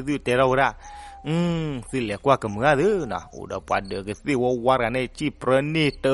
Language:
S'gaw Karen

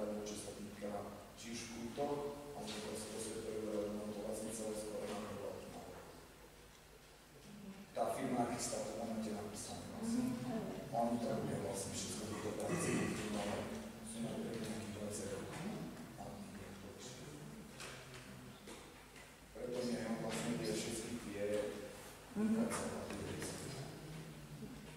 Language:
Slovak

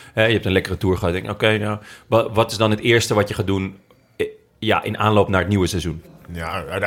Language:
Dutch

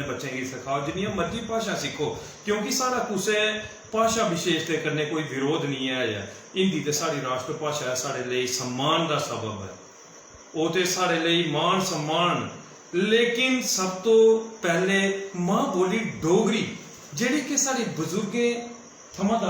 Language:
Dogri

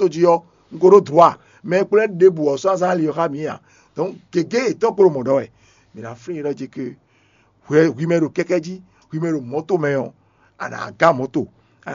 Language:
Fon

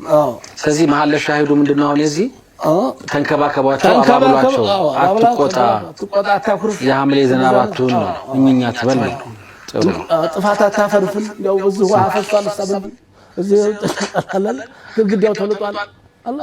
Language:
Amharic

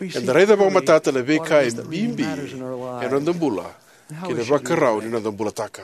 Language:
Fijian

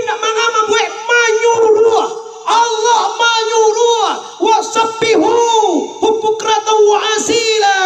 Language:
Minangkabau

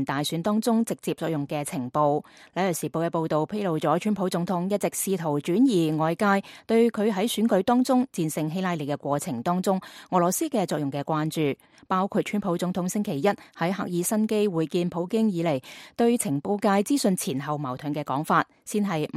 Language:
Cantonese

